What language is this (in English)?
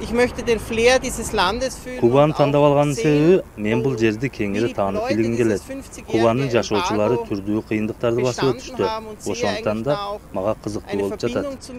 Kyrgyz